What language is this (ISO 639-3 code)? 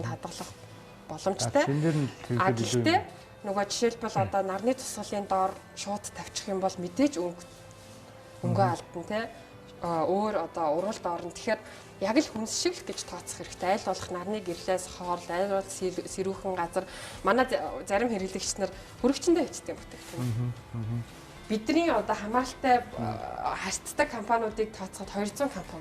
mon